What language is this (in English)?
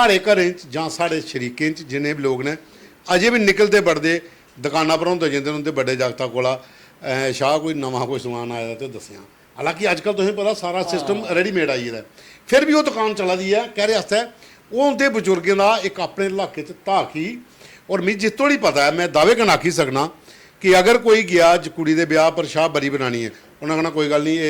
Dogri